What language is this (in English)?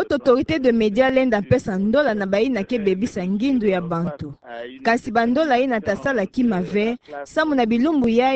Kituba (Democratic Republic of Congo)